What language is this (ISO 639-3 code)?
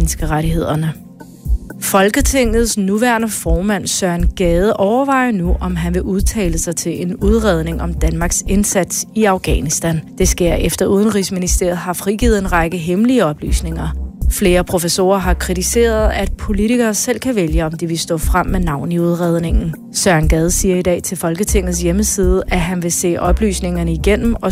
dan